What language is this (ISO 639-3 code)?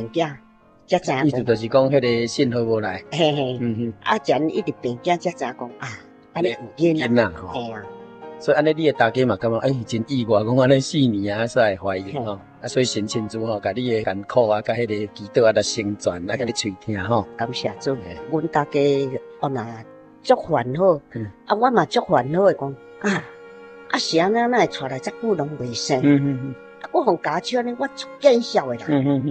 nan